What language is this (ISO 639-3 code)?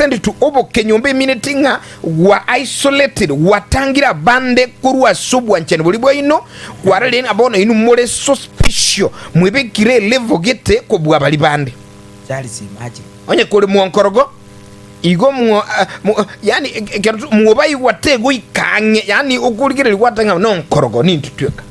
guz